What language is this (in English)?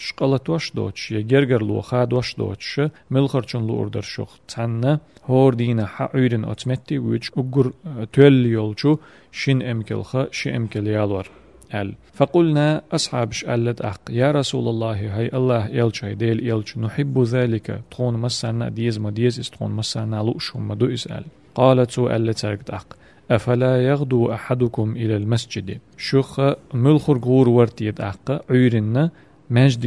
Chechen